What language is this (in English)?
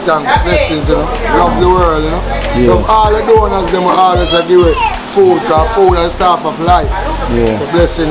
Jamaican Creole English